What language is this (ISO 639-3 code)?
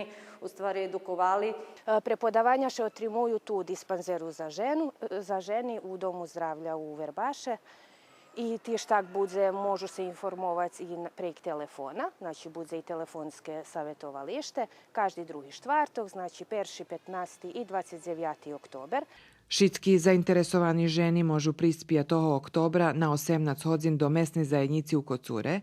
rue